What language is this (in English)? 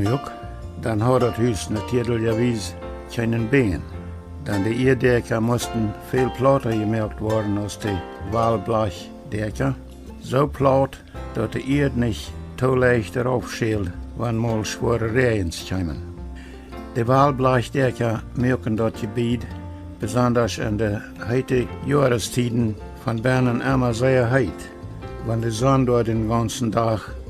Plautdietsch